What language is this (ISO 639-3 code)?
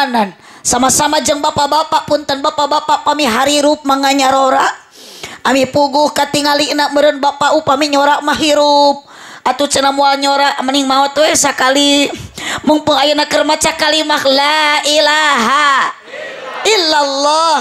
sun